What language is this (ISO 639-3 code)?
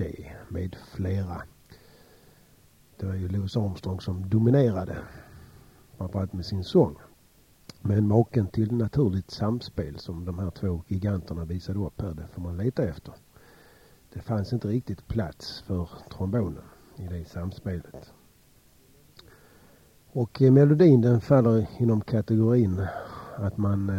swe